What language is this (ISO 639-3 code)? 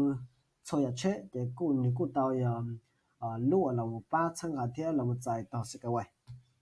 hmn